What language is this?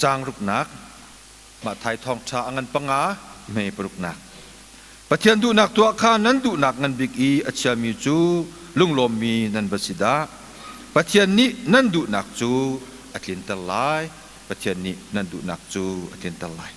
Hakha Chin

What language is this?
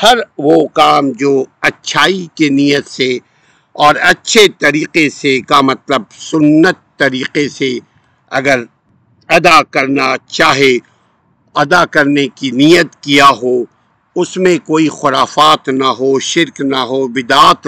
Urdu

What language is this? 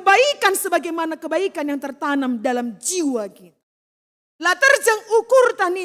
Batak Karo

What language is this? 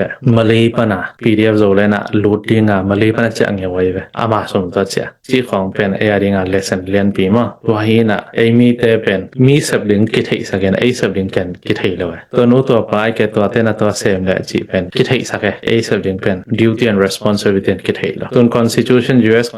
Tedim Chin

